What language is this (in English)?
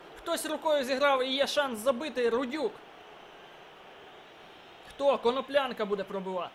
Ukrainian